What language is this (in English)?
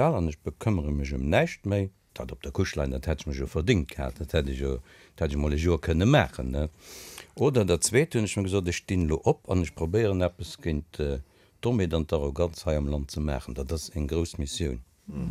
Luxembourgish